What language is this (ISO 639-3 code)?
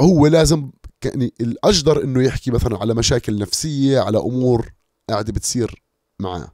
apc